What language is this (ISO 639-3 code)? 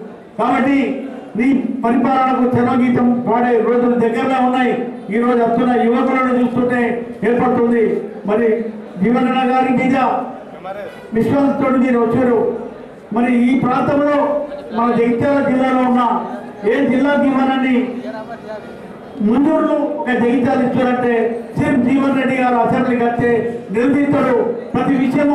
tel